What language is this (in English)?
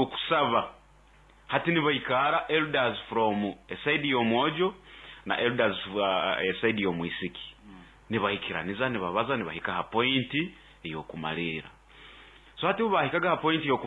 Nyoro